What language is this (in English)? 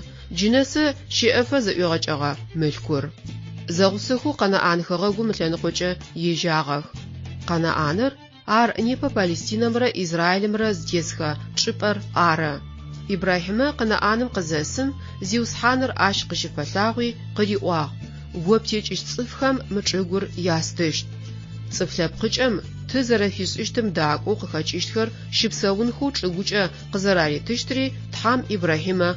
Adyghe